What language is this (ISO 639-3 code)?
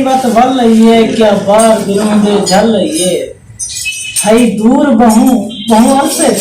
skr